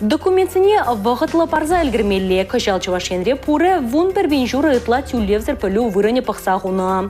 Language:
Chuvash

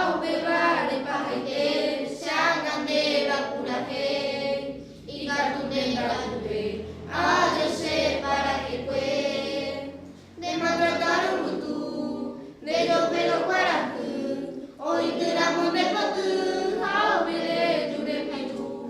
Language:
Guarani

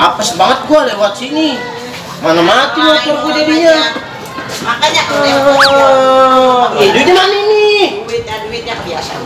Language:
Betawi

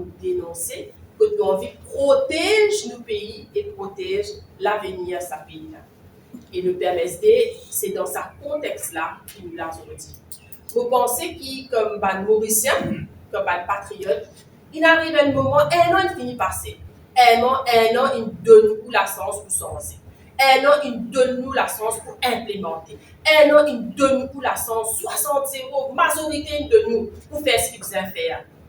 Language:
Morisyen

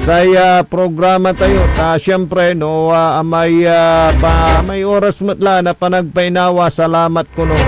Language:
Pangasinan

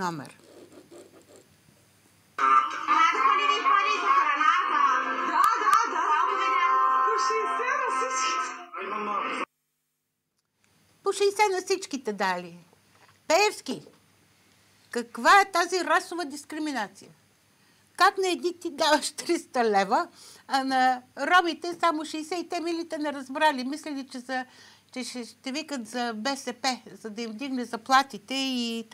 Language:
Bulgarian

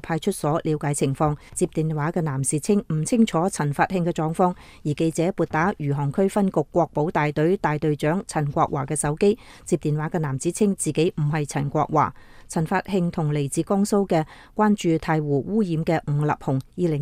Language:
Cantonese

